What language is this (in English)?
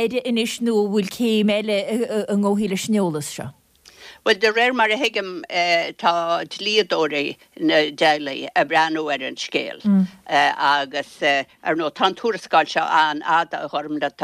Irish